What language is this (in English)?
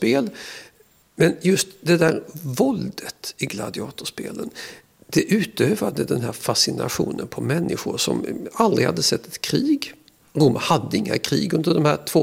Swedish